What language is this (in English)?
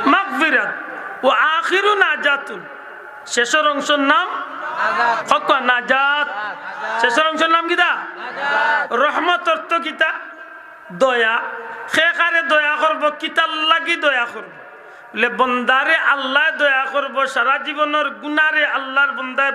Sylheti